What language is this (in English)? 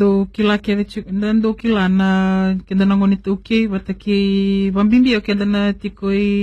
Fijian